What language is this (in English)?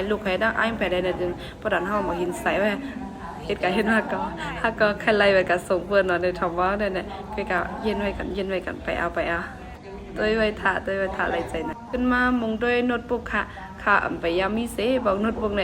Shan